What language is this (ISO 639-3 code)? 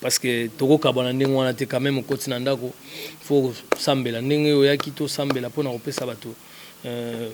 lin